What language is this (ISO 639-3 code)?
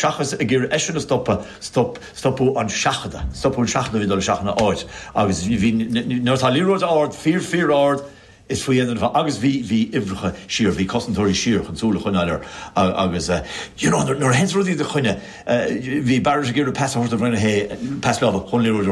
gle